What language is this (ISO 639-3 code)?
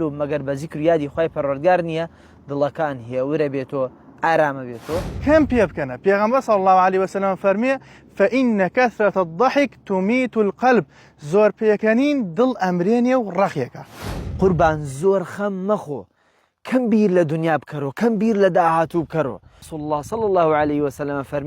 ckb